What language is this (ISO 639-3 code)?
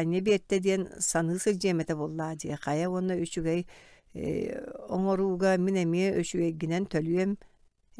sah